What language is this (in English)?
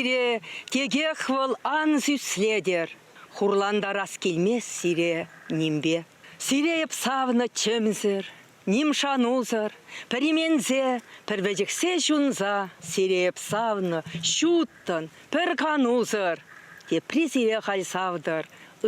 Chuvash